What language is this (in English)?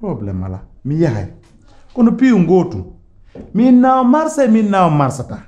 Pular